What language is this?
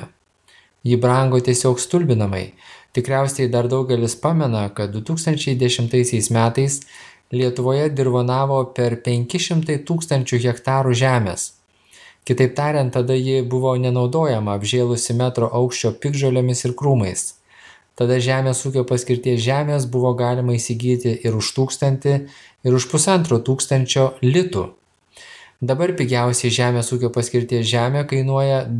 Lithuanian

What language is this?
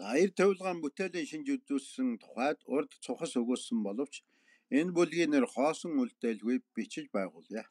Mongolian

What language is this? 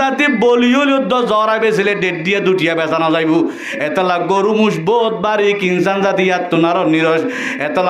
Rohingya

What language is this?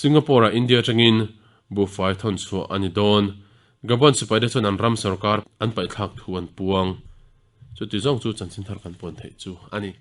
Mizo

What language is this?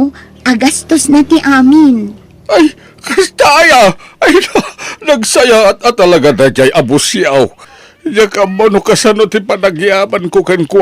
Iloko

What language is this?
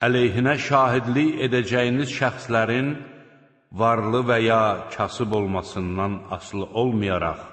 Azerbaijani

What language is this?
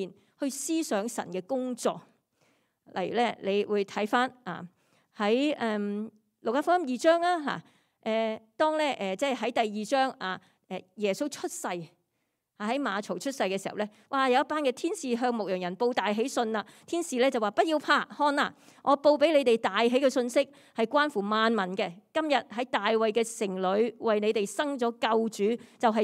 Cantonese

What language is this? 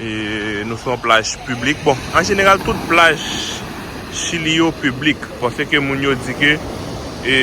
Haitian Creole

